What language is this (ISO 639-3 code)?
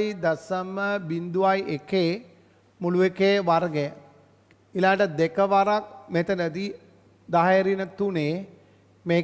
sin